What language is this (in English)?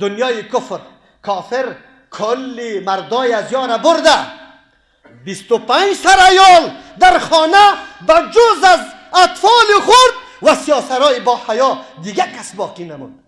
Persian